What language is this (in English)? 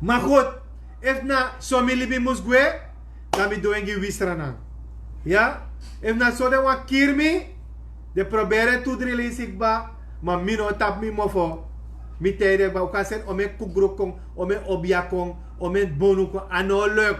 Sranan Tongo